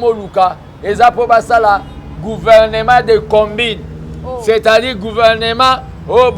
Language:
Lingala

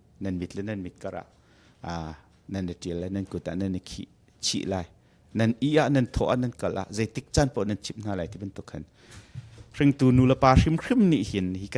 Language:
Hakha Chin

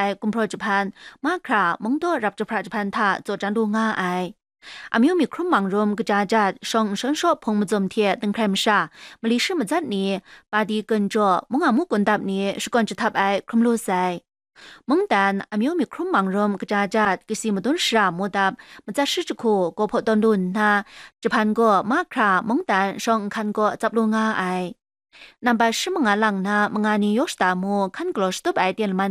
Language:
Kachin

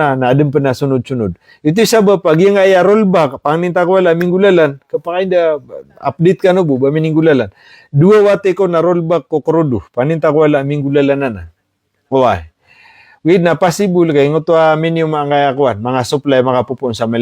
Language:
Maranao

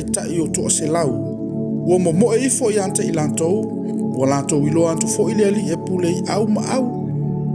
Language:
Samoan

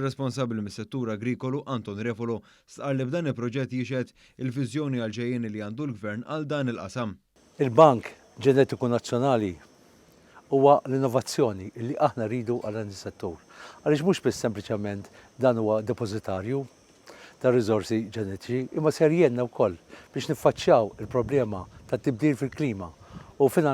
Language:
Maltese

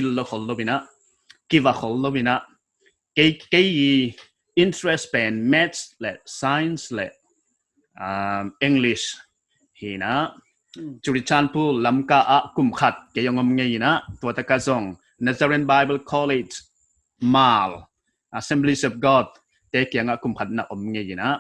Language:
Paite Chin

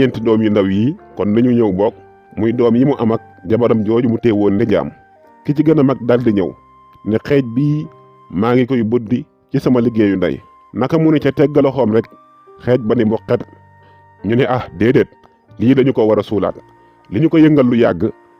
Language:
Wolof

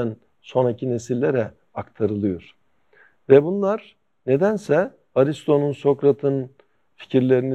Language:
Turkish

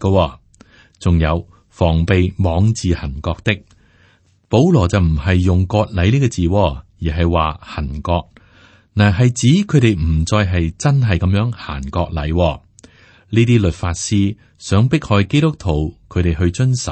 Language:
Cantonese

